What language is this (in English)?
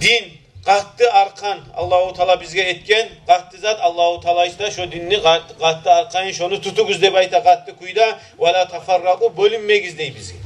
Kumyk